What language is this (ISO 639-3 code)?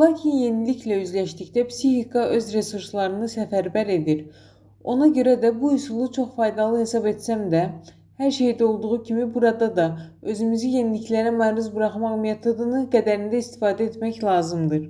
aze